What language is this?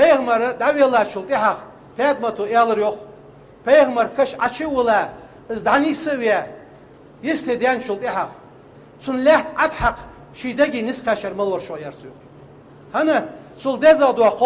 Ingush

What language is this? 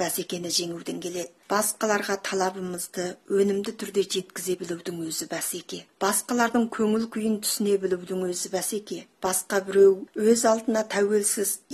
Kazakh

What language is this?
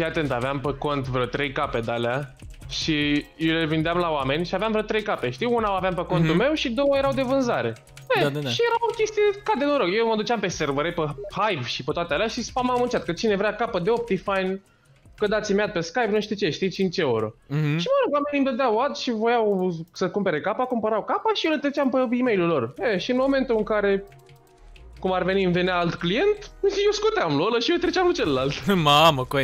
Romanian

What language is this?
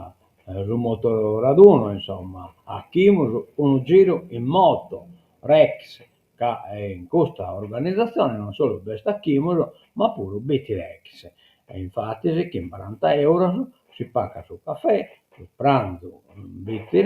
Sardinian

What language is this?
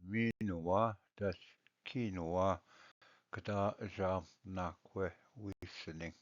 Ojibwa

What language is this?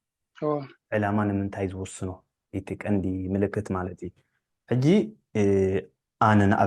Tigrinya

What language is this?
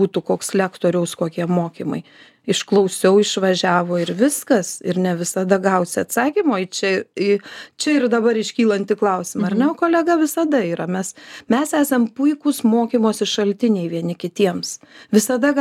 Lithuanian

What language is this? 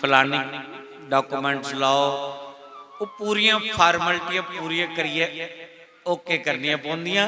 Dogri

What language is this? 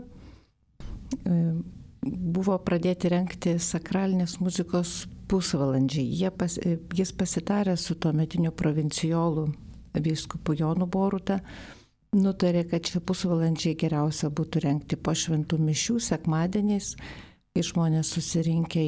Lithuanian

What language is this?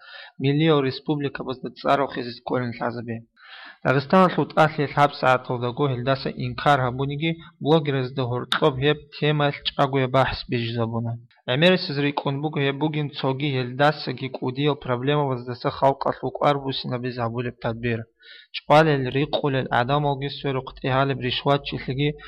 Avaric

